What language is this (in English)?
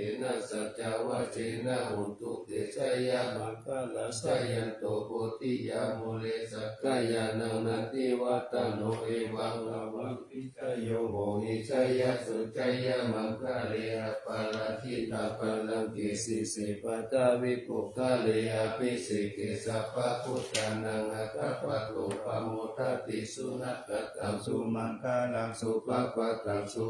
Pali